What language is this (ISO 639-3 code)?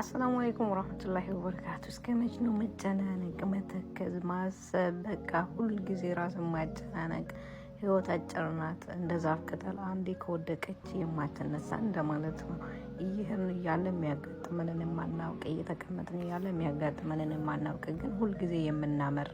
amh